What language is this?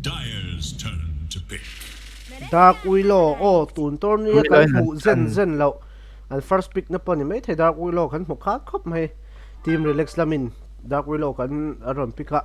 Mizo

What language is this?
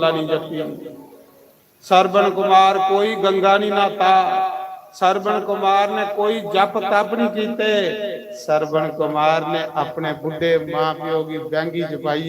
Dogri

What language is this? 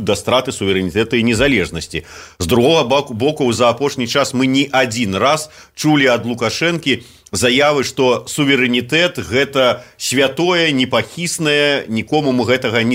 Belarusian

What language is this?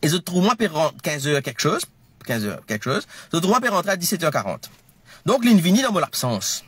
Morisyen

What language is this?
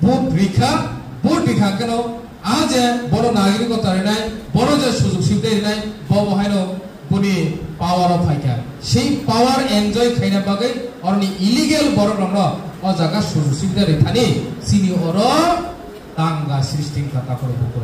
Kok Borok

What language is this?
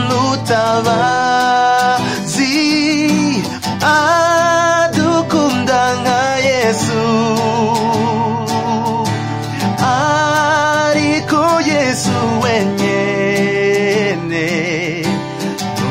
Kinyarwanda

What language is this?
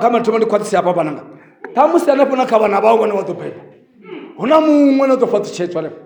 Venda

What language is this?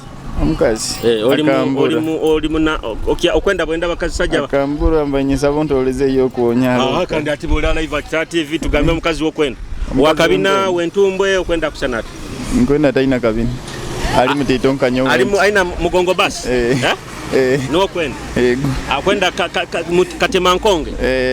Nyoro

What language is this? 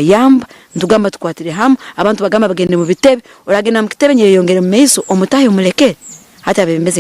Nyankole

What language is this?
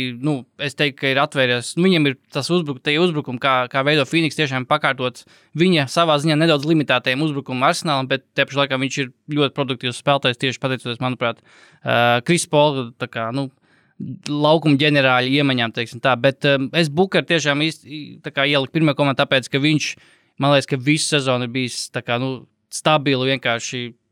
Latvian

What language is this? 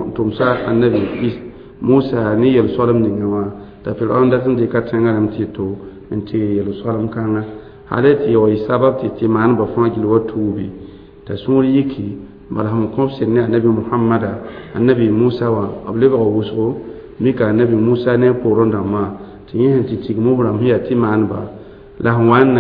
Mossi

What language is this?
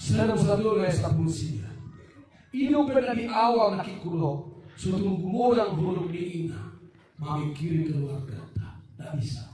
Batak Toba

